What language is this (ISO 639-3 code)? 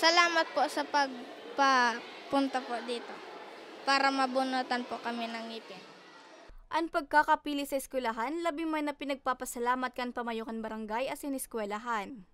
bik